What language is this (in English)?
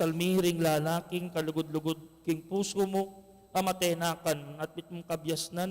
Pampanga